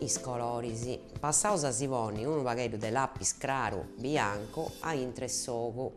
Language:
Sardinian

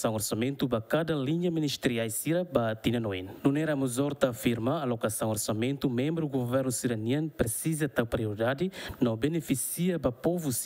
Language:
Tetum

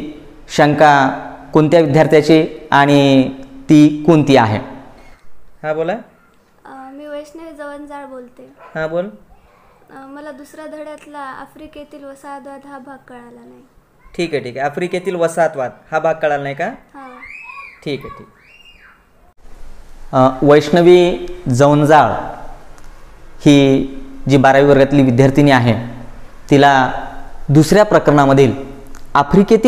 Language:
Marathi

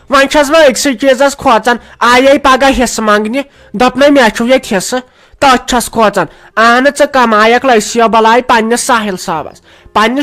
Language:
Kashmiri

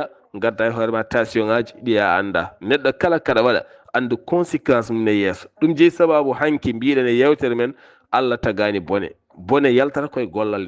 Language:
Fula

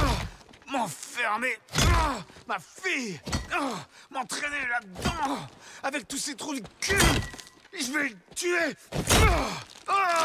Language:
French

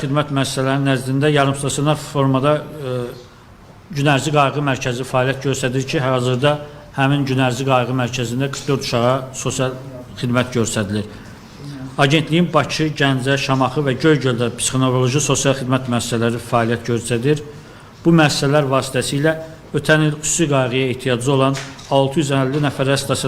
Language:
Azerbaijani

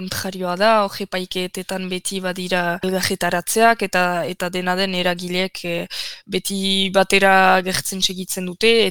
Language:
Basque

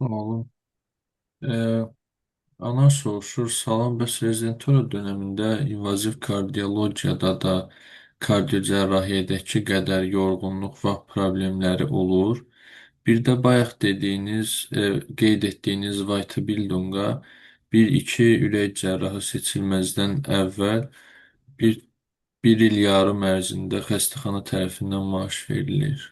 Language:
Azerbaijani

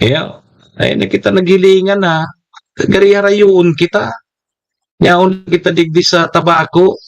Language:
Bikol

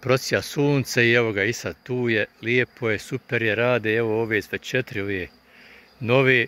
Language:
Bosnian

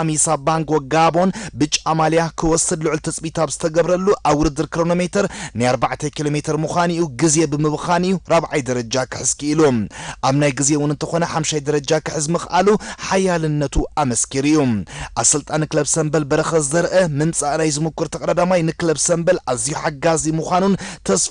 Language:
Tigrinya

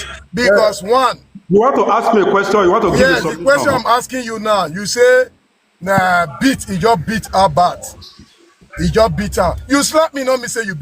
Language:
Nigerian Pidgin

